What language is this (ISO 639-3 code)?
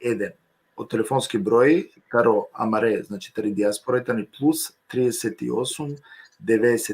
rmn